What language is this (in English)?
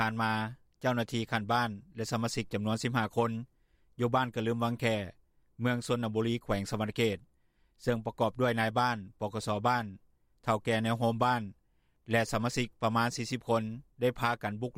Lao